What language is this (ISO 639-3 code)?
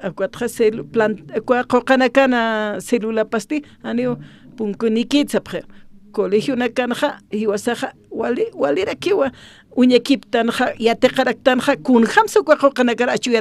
aym